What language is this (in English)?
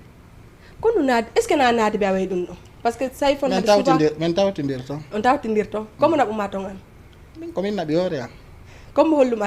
Fula